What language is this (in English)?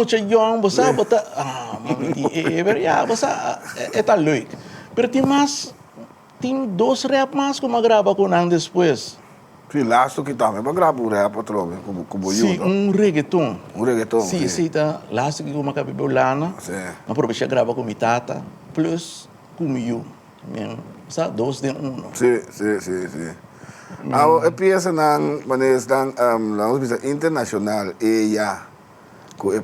Papiamento